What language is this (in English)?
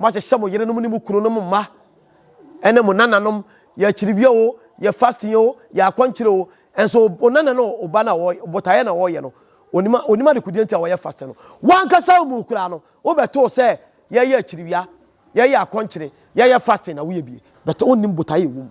Akan